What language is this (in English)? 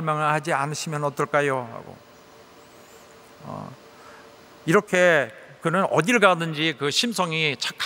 Korean